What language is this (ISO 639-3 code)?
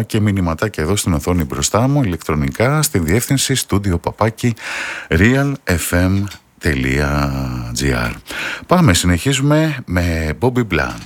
ell